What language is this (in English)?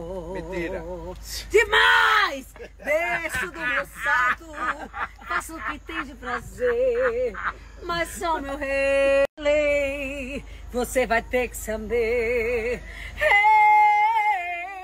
Portuguese